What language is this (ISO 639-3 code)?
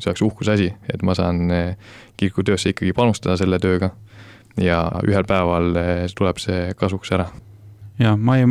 est